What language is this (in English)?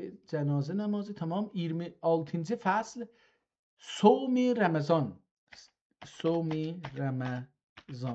South Azerbaijani